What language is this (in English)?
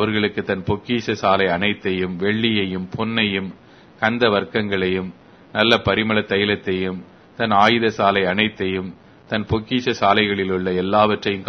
Tamil